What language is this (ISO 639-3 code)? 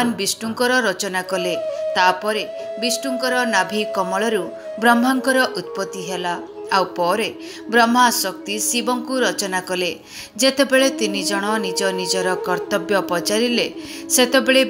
ori